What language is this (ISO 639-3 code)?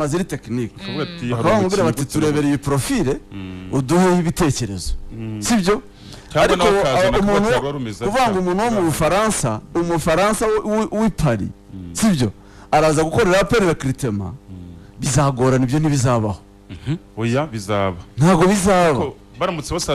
kin